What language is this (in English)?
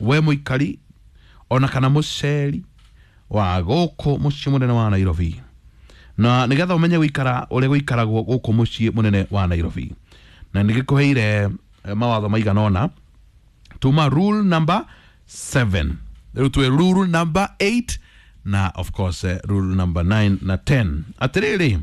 Kikuyu